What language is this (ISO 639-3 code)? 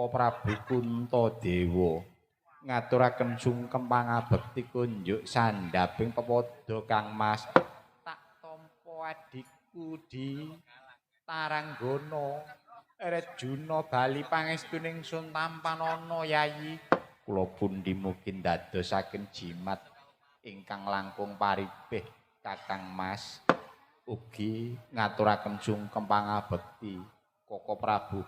jav